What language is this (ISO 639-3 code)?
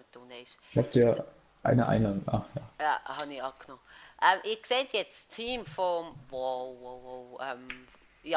gsw